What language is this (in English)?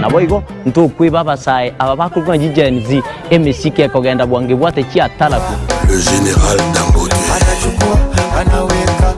Gusii